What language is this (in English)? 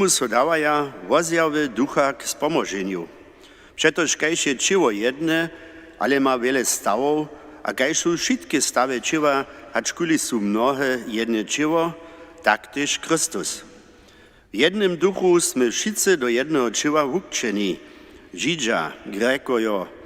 Upper Sorbian